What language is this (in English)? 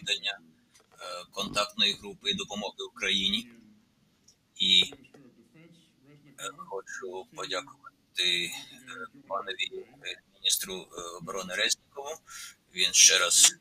Ukrainian